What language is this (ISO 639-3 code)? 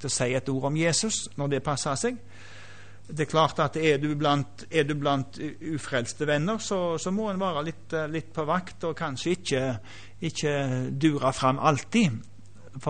nor